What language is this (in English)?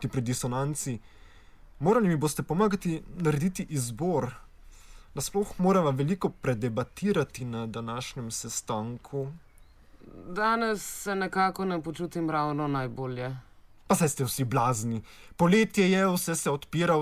Slovenian